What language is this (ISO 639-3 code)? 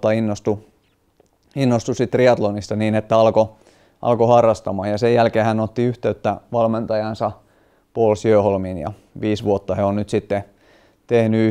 fin